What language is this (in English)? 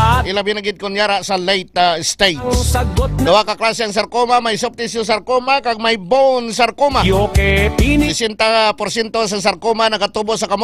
Hiligaynon